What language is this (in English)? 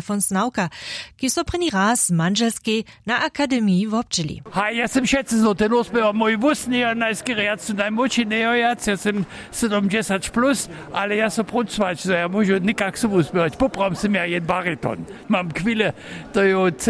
Upper Sorbian